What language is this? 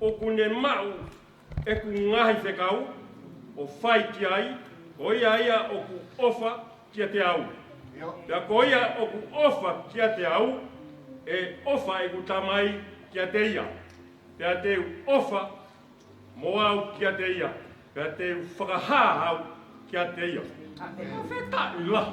Tongan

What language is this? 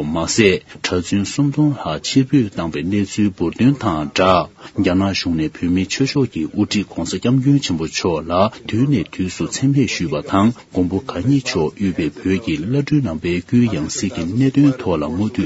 Tibetan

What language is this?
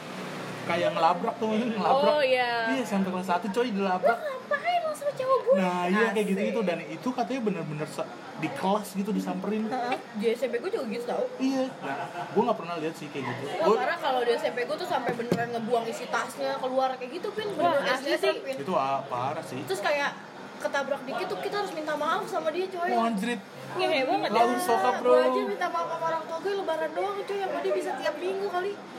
Indonesian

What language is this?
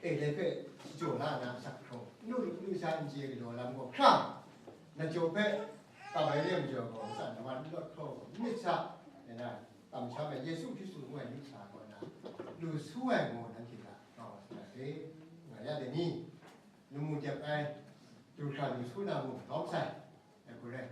Kachin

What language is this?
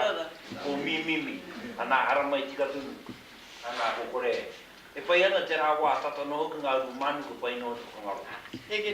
Māori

